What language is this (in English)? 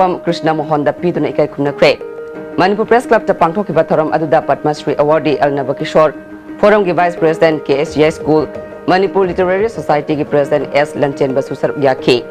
Manipuri